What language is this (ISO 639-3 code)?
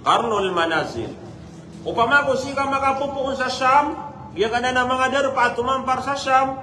mrw